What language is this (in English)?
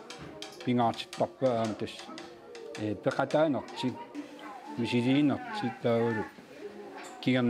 Kalaallisut